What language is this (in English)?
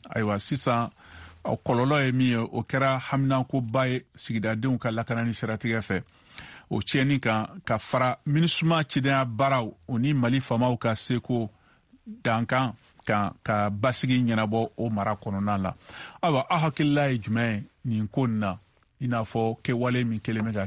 Bambara